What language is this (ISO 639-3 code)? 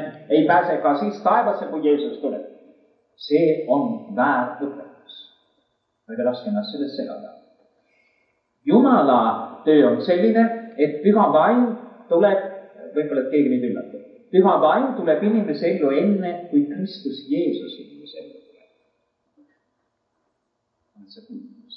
est